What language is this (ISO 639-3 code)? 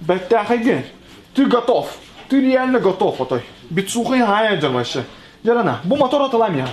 sah